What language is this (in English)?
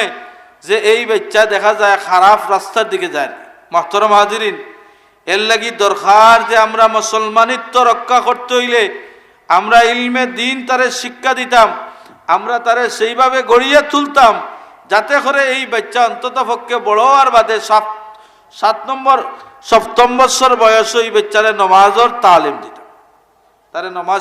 Sylheti